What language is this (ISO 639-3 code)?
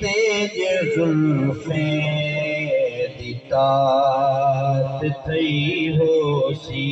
skr